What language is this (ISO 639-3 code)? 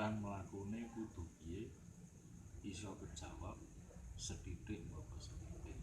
jav